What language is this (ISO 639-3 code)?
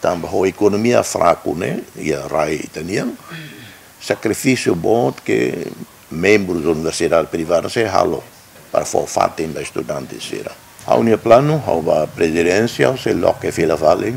tet